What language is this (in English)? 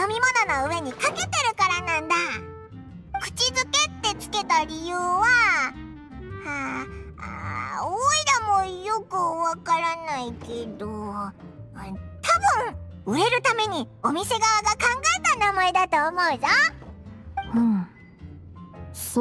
Japanese